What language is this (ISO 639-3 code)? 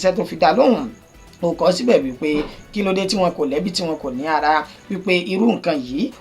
yor